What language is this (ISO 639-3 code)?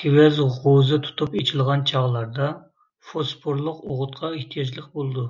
uig